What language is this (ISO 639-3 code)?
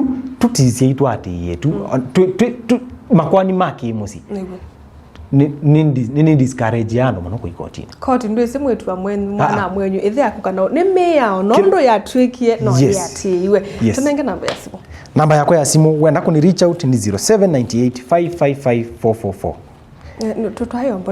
kam